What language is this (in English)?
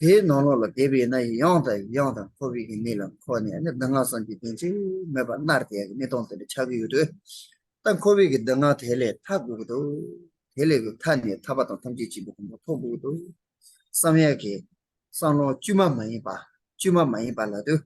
Tibetan